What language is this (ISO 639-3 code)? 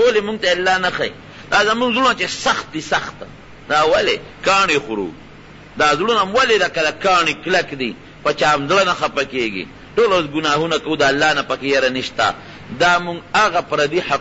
pus